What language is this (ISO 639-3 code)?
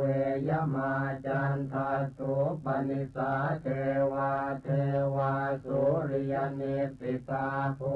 pli